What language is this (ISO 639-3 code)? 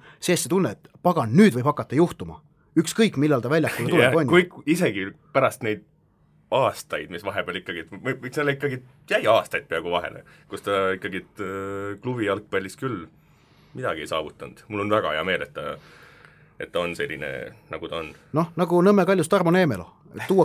est